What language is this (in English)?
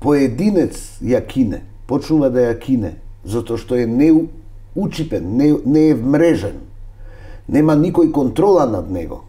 Macedonian